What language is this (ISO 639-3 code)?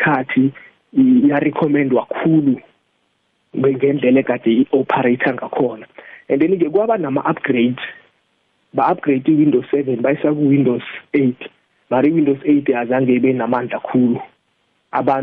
nbl